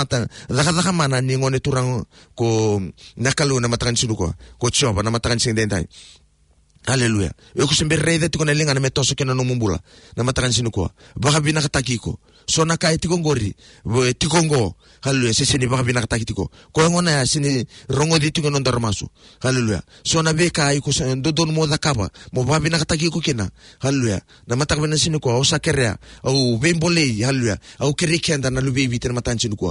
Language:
Fijian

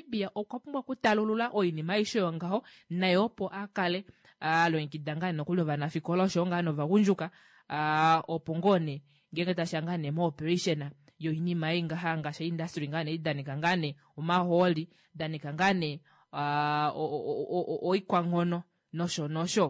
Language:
Kuanyama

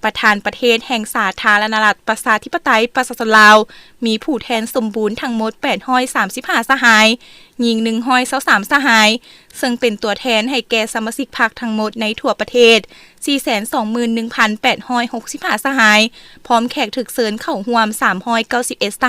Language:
Lao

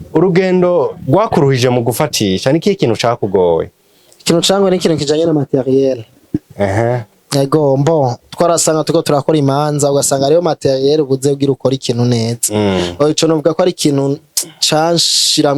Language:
Rundi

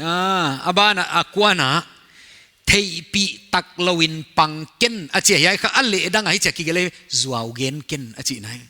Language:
Paite Chin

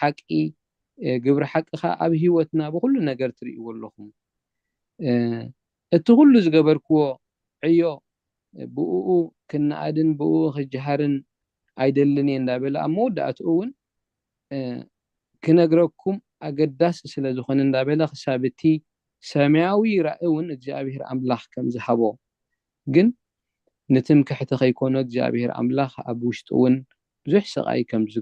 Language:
Tigrinya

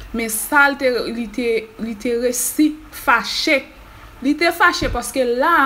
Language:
Haitian Creole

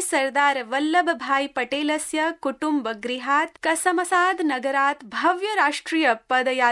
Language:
Sanskrit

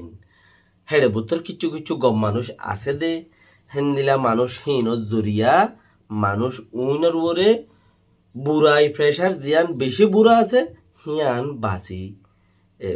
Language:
Rohingya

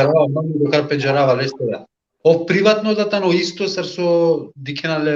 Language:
Balkan Romani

